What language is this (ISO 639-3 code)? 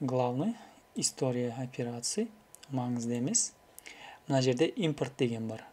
kaz